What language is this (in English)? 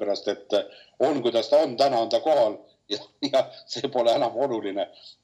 Estonian